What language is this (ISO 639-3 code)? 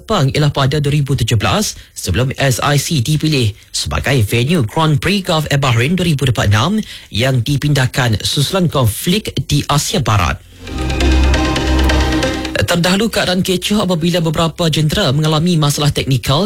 msa